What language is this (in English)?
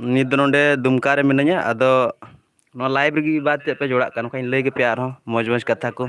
Santali